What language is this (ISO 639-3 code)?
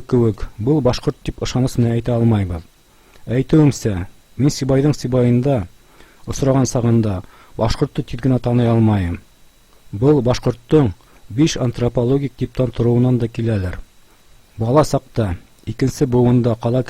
bak